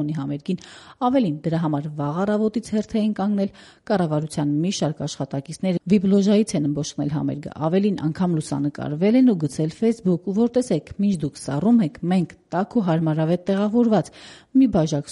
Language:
Armenian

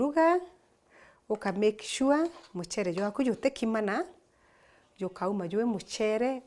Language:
Meru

